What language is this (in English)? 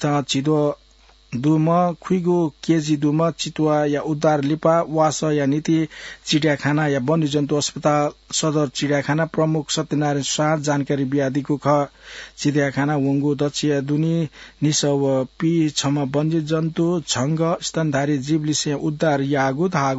Newari